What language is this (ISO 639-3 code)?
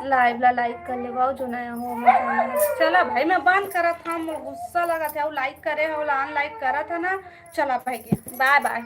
hne